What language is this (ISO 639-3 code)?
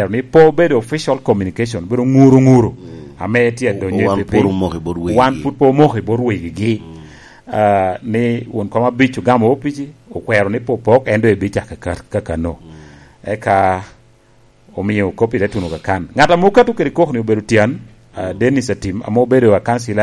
laj